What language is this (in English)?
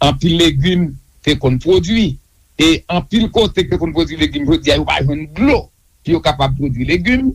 Haitian Creole